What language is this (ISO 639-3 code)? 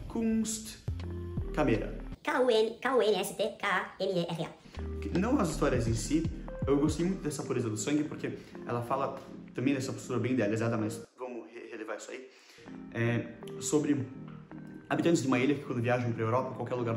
por